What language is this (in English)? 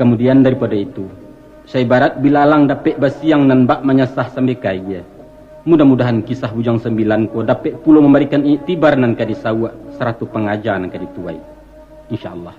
Minangkabau